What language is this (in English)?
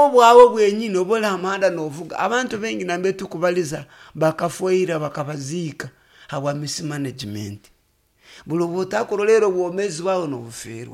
Nyoro